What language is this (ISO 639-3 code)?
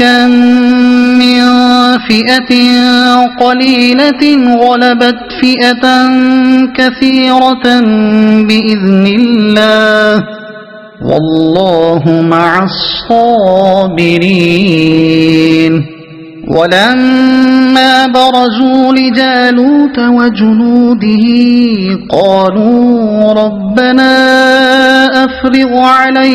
ara